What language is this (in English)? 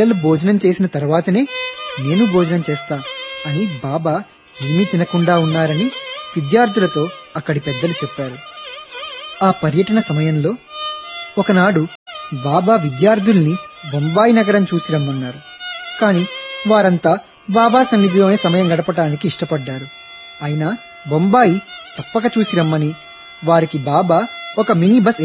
Telugu